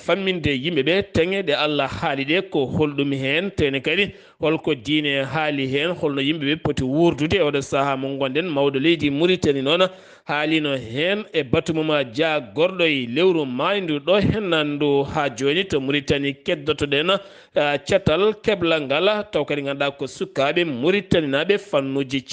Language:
Fula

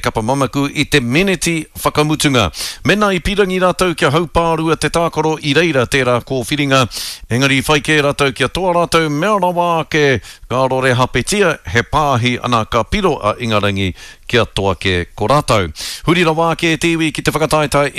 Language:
Māori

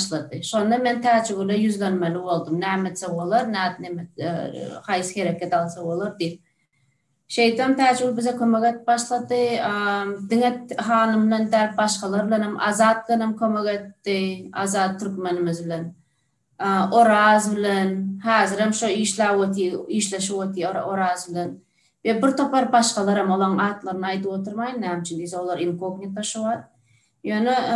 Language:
Turkmen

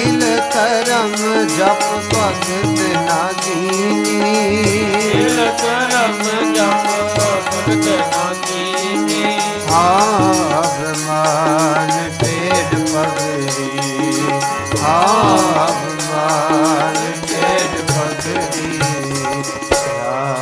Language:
Punjabi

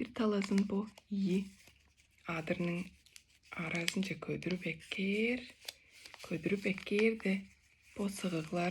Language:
Tuvinian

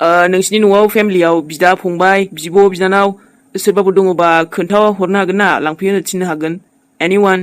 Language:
Bodo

